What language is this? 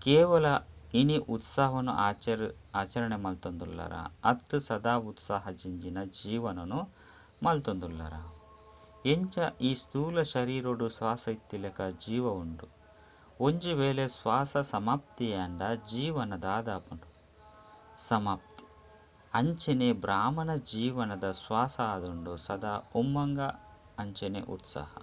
Tulu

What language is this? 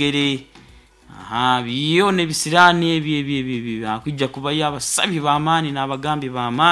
Nyoro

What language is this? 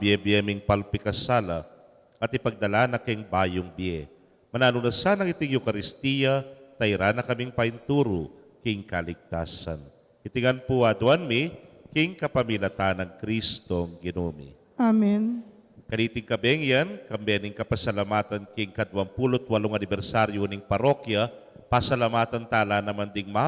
Pampanga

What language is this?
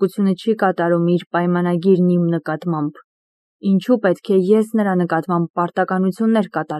Armenian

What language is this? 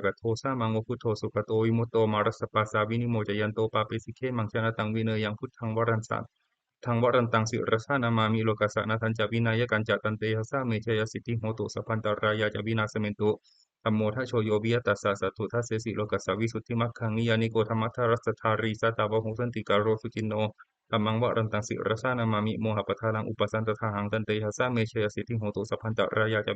Pali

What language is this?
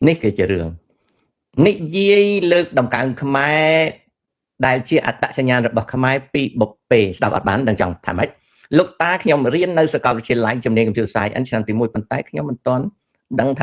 Khmer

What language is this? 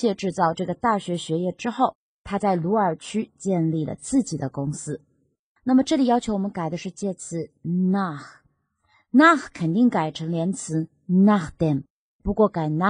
Chinese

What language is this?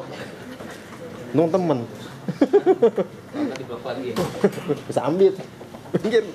Indonesian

